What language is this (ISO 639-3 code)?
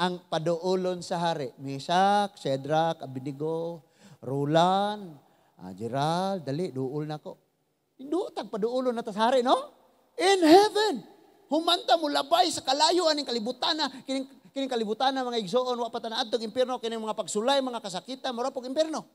ceb